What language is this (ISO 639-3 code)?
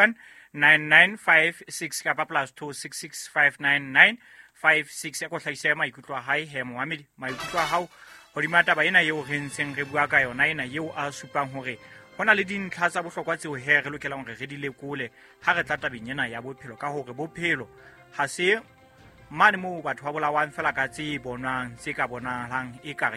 sot